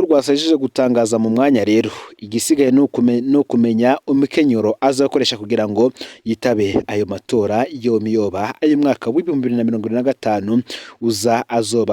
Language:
Rundi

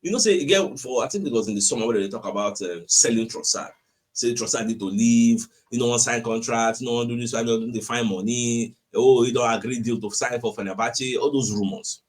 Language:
Nigerian Pidgin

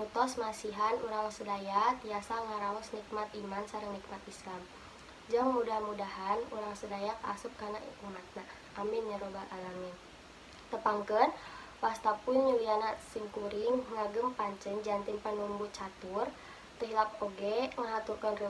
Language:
Sundanese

